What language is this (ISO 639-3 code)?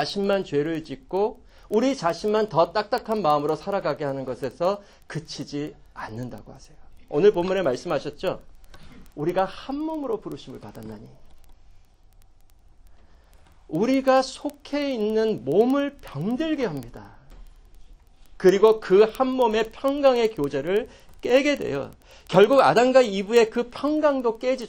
kor